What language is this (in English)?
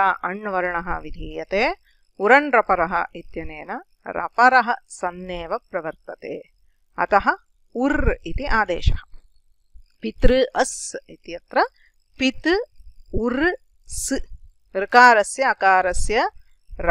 Sanskrit